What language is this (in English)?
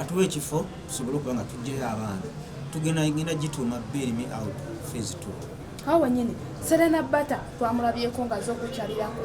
Ganda